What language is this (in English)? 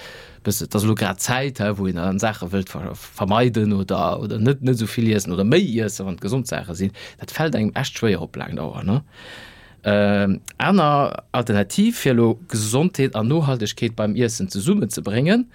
Luxembourgish